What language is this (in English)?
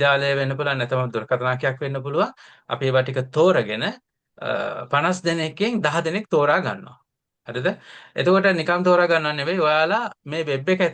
Sinhala